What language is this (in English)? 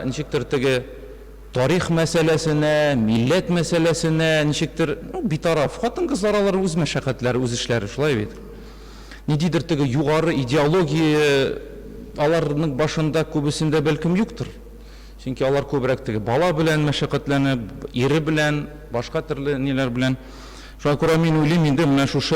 Tatar